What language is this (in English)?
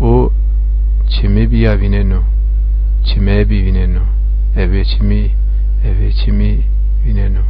Zaza